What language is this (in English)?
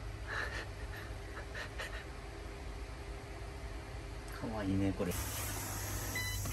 Japanese